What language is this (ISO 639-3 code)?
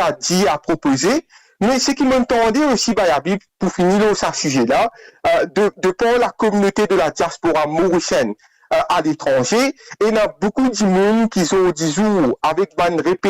mfe